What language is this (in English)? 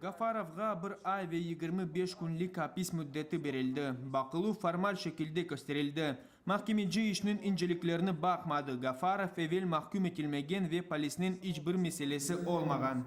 Crimean Tatar